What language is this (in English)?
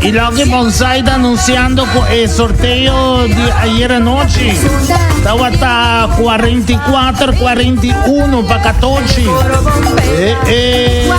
Papiamento